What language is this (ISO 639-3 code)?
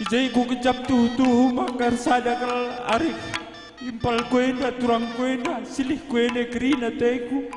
btx